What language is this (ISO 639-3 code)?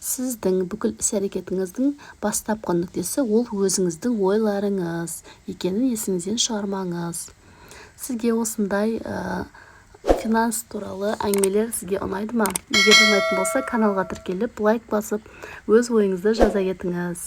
kaz